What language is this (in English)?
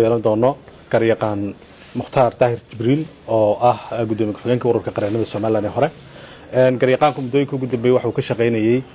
Somali